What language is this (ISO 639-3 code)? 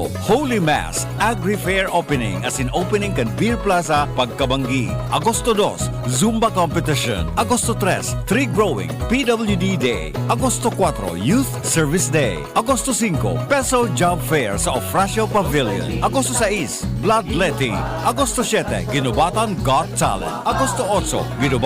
bik